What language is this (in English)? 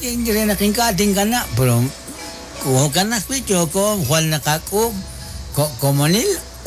Kekchí